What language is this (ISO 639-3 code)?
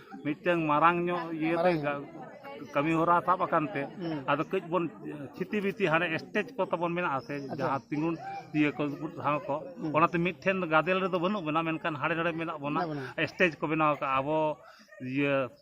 sat